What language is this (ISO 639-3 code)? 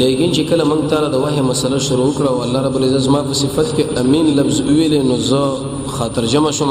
pus